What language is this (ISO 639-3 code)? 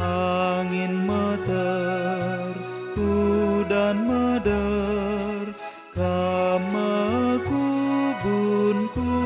btx